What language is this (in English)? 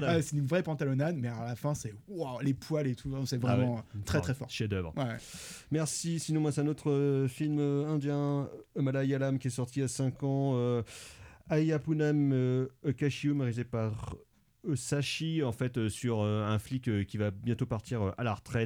French